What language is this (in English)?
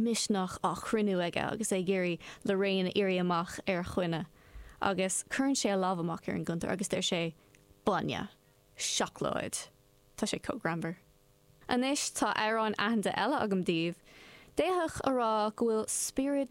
Irish